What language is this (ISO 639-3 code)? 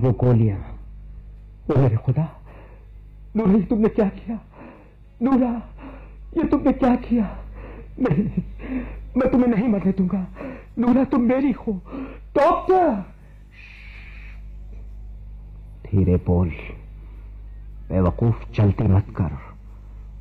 hin